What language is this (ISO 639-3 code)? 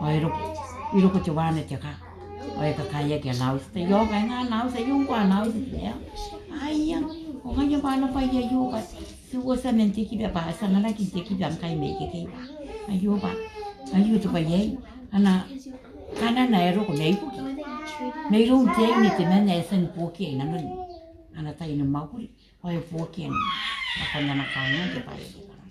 gil